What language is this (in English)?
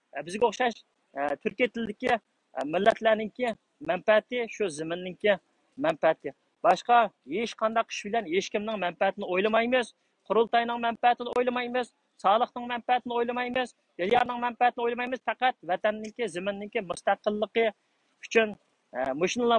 Uyghur